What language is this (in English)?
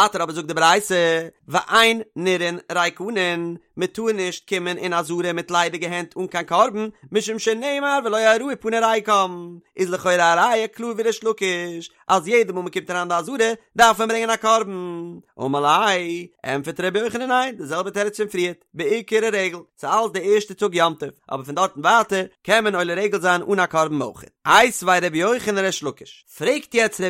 Yiddish